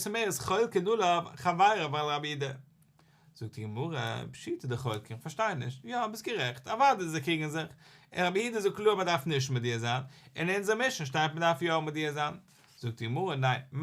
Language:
Yiddish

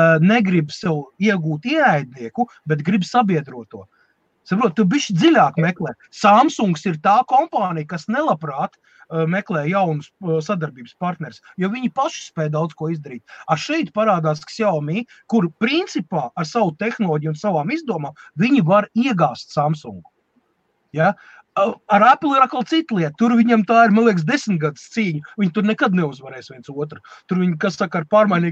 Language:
Latvian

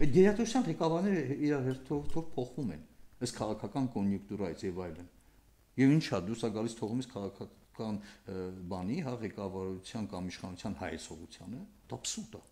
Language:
Armenian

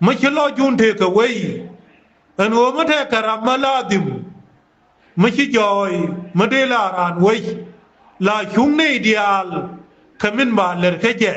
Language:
Nuer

